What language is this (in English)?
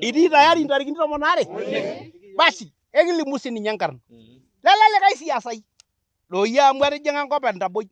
Masai